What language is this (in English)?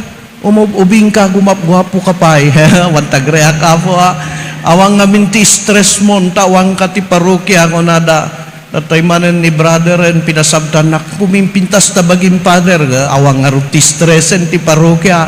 Iloko